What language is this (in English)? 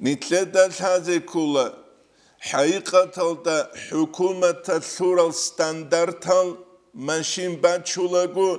Avaric